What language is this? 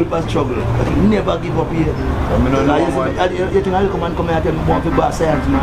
Jamaican Creole English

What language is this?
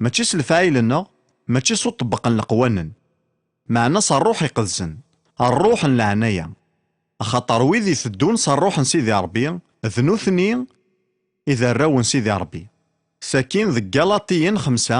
Kabyle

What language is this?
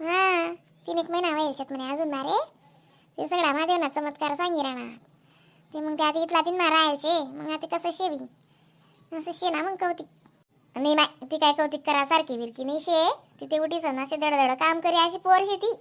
Khandesi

